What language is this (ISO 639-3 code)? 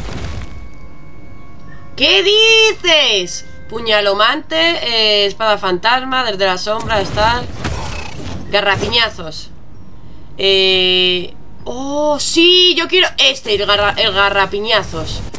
spa